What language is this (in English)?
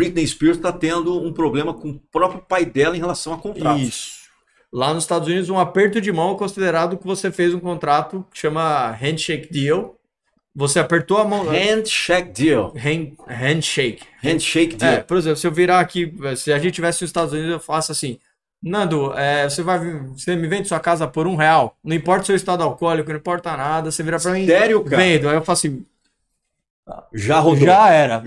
Portuguese